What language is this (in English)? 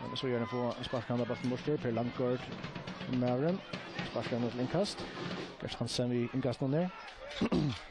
Faroese